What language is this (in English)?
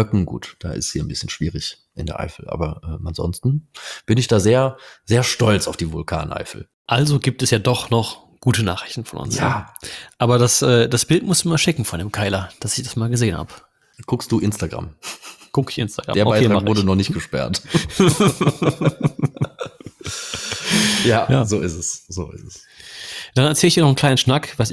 German